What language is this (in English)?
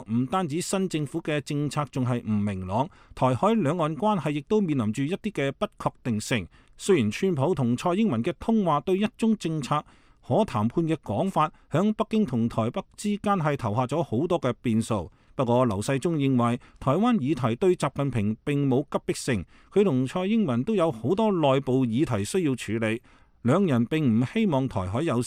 Cantonese